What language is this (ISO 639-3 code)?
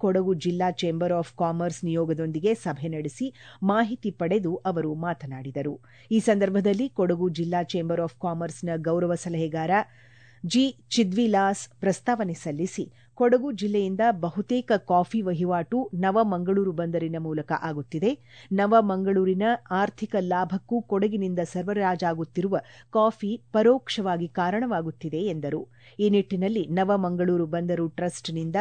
kan